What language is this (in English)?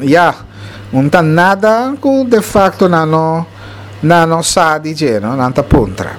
Papiamento